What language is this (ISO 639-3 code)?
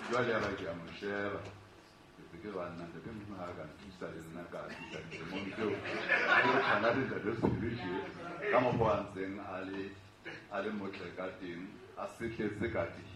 sot